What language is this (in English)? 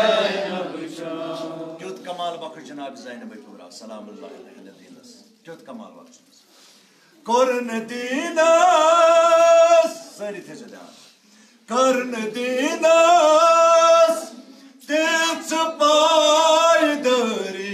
Kashmiri